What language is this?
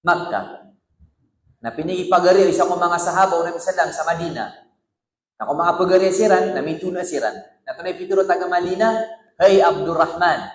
Maranao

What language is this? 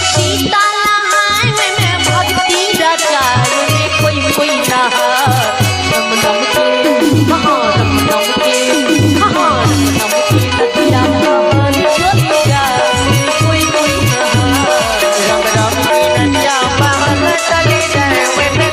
Maithili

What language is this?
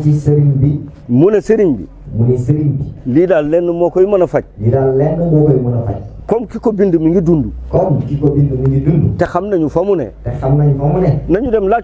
Wolof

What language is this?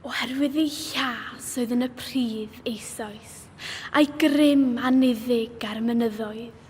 Welsh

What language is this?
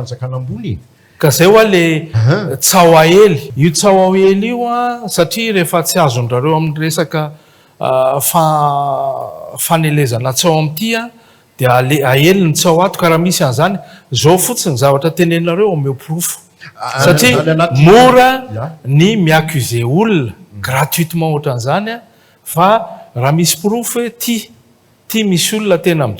Malagasy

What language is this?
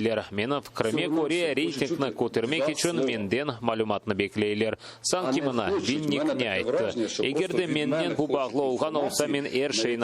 Crimean Tatar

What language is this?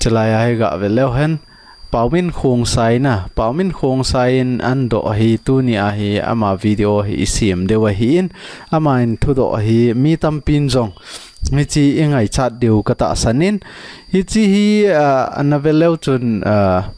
Thado Chin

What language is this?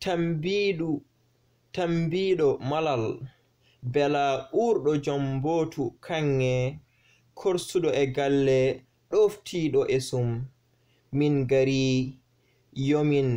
Fula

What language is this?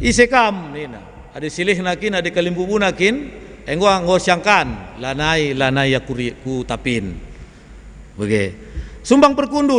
Batak Karo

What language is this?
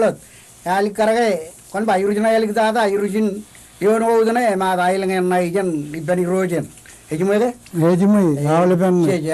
Marshallese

